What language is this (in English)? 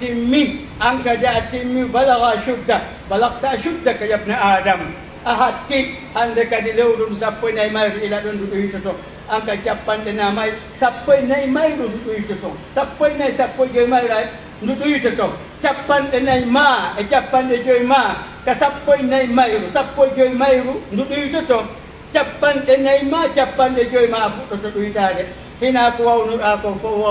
Pular